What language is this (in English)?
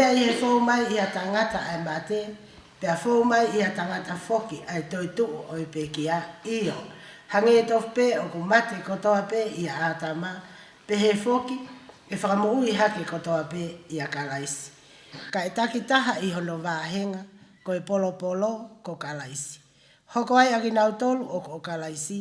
Tongan